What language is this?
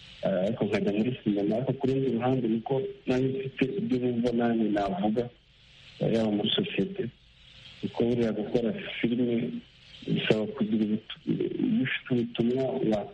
Kinyarwanda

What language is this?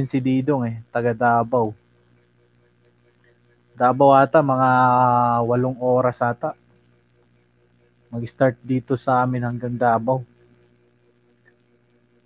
Filipino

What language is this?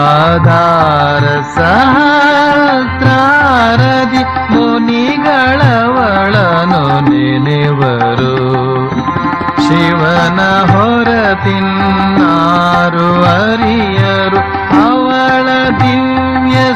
Kannada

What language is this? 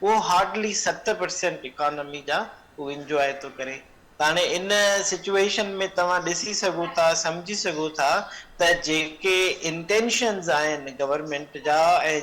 Sindhi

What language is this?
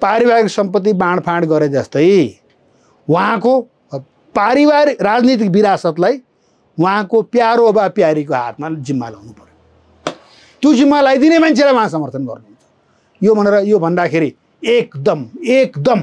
Nepali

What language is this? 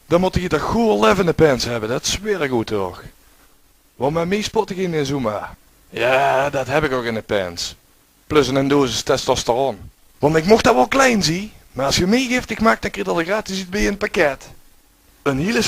Limburgish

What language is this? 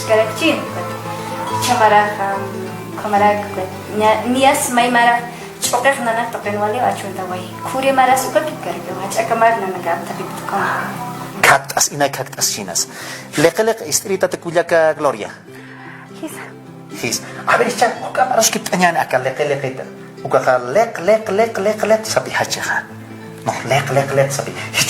Aymara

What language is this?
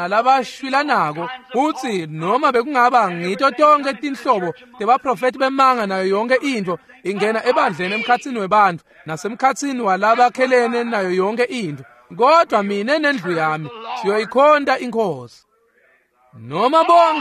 Swati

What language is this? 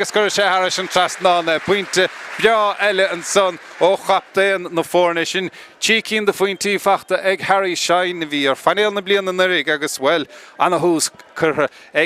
Irish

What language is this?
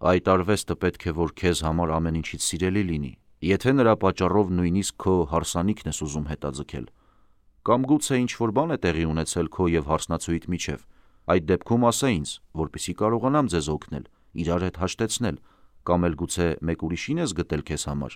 Armenian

